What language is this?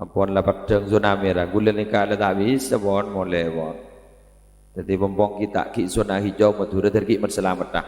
Madurese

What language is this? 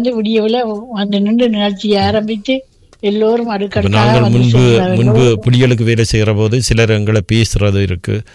Tamil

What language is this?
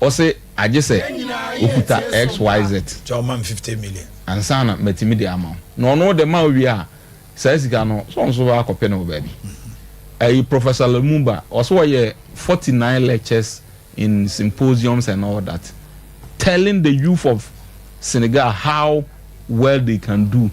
Akan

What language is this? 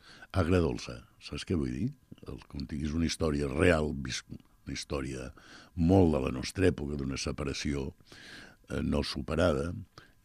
Catalan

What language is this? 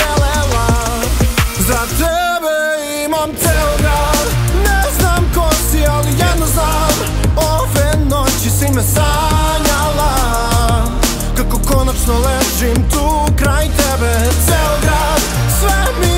Serbian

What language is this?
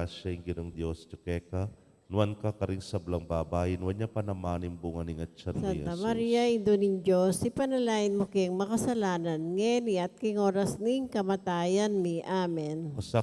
Pampanga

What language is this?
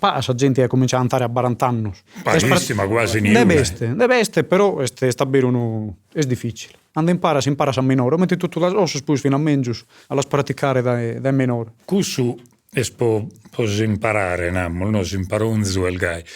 Sardinian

